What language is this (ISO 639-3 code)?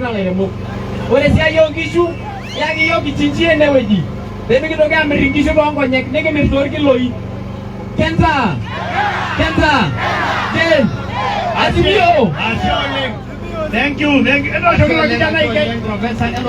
mas